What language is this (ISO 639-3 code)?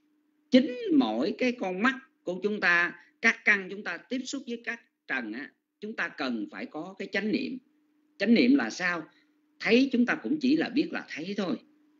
vie